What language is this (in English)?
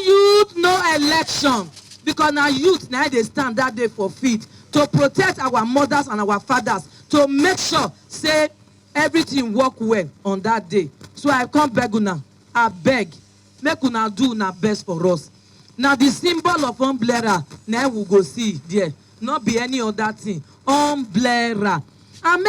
Nigerian Pidgin